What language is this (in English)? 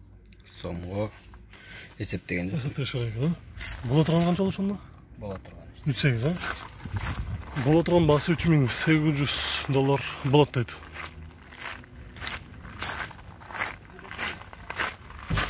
Kyrgyz